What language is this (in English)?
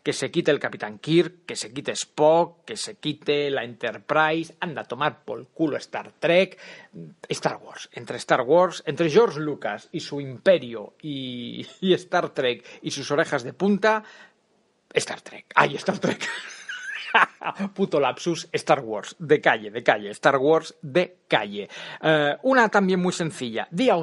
Spanish